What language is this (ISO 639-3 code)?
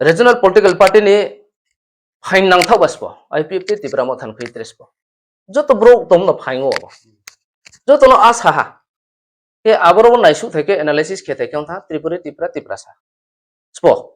ria